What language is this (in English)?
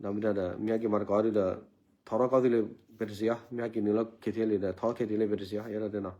S'gaw Karen